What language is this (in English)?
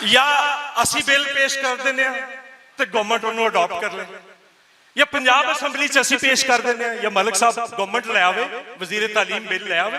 Western Panjabi